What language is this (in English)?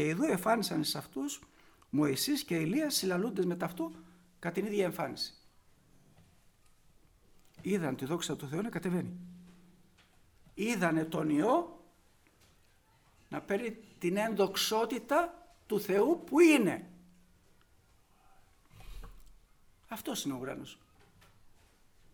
Greek